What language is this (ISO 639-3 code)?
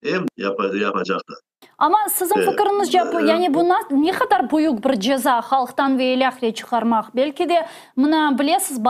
crh